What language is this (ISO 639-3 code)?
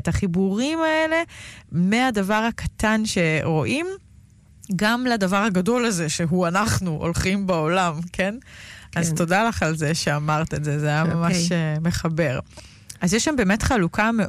heb